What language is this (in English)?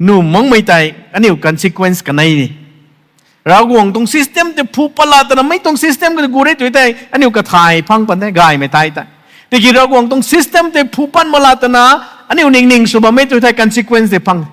Rongmei Naga